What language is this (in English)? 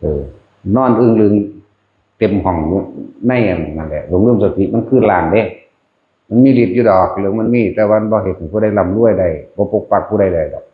Northeastern Thai